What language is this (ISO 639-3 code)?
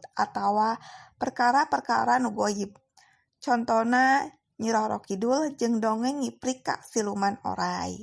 sun